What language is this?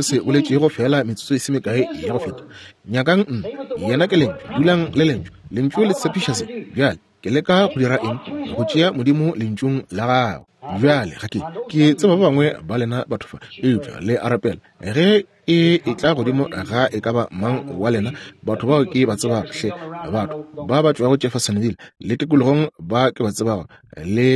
Northern Sotho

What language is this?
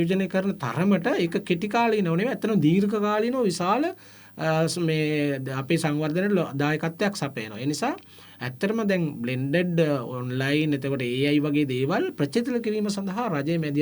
Sinhala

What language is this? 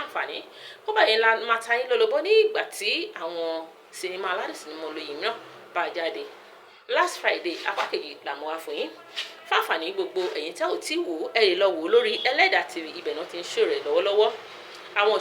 Yoruba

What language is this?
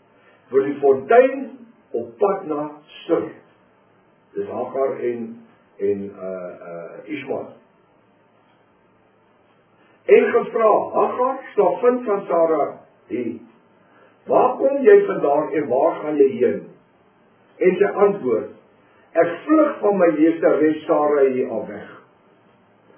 Afrikaans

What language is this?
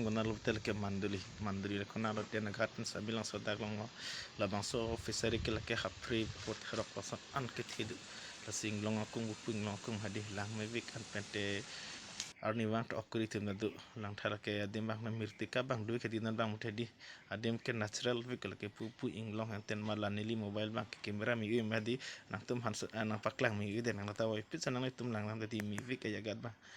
Karbi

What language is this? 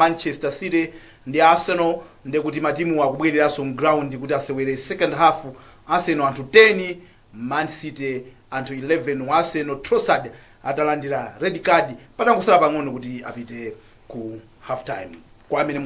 Nyanja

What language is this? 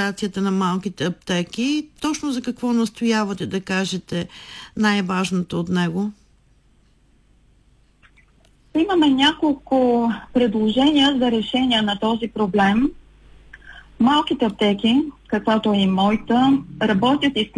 Bulgarian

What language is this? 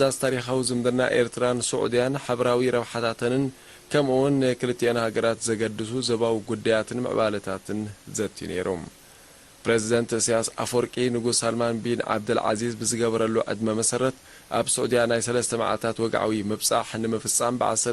Tigrinya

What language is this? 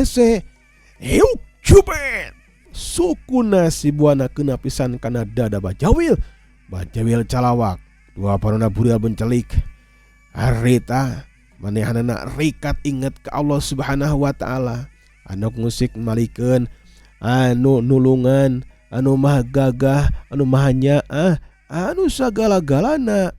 Sundanese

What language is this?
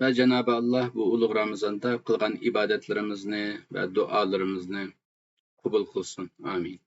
Uyghur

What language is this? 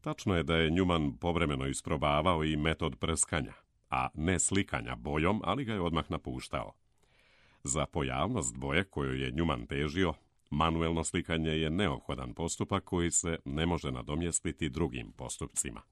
Serbian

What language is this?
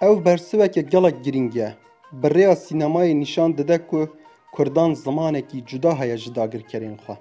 Kurdish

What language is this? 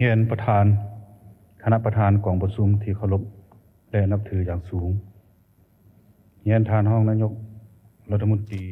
Lao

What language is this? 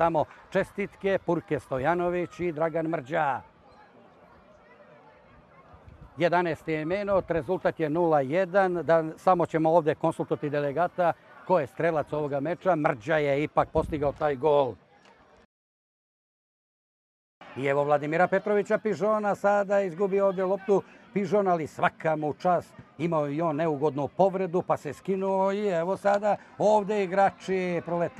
Serbian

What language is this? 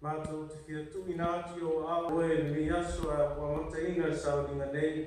Samoan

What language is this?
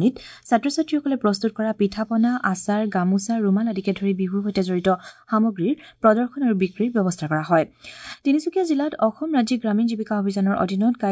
Assamese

